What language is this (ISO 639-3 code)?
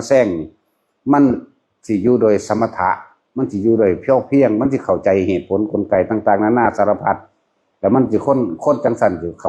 tts